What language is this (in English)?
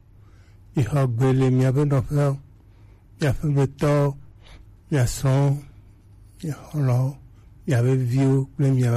Gen